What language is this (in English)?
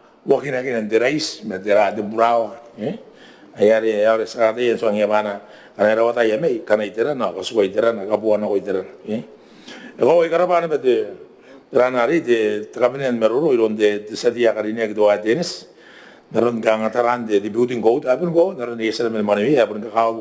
Gilbertese